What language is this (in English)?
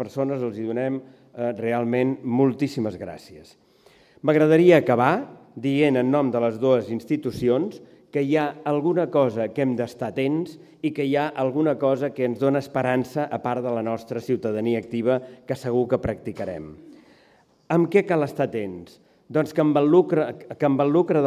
Catalan